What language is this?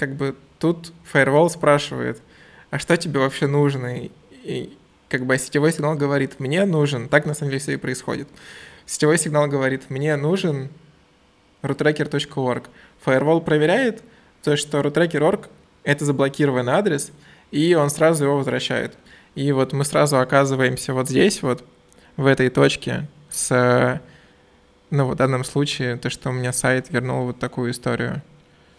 Russian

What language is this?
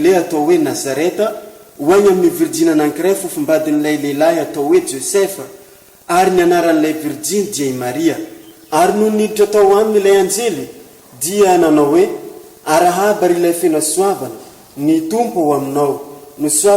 Malagasy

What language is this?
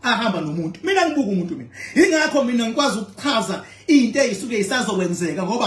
Zulu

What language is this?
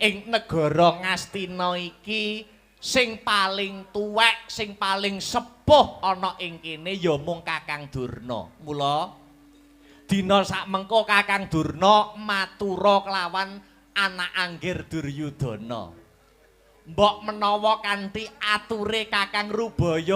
Javanese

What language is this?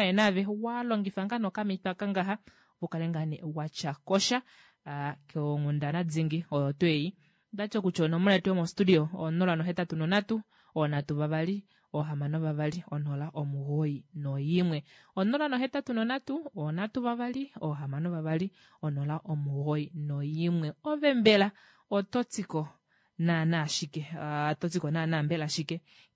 Kuanyama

